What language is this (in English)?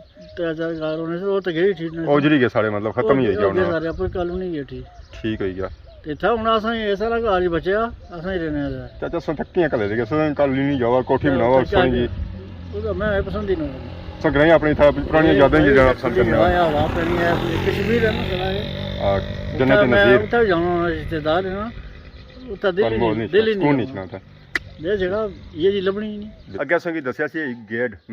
Pahari-Potwari